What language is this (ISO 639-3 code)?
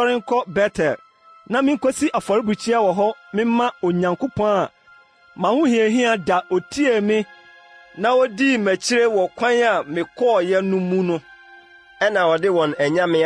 aka